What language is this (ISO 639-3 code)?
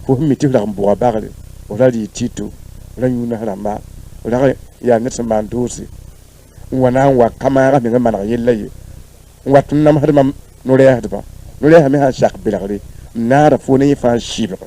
mos